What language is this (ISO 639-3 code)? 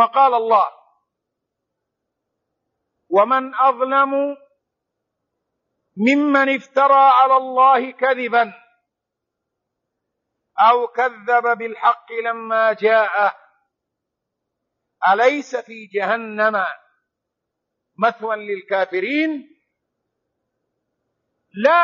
ara